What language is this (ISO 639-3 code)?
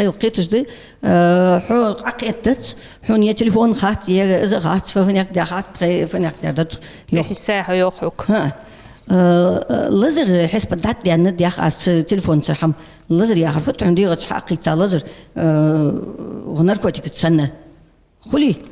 inh